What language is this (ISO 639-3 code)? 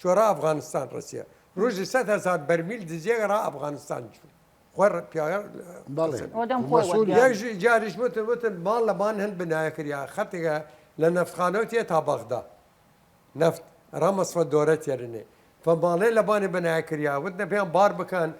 sdh